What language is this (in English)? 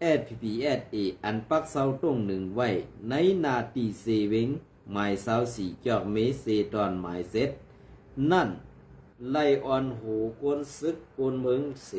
Shan